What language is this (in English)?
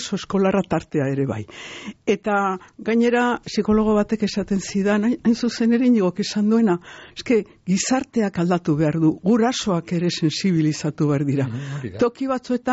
Basque